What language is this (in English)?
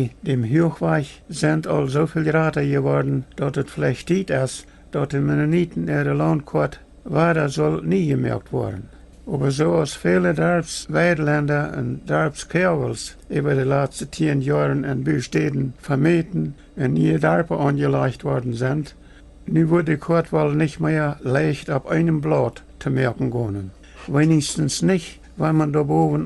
Plautdietsch